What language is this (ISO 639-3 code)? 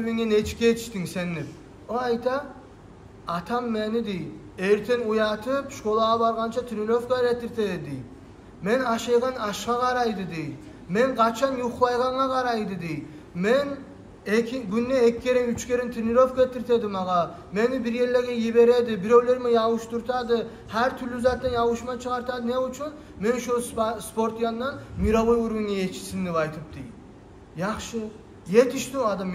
kum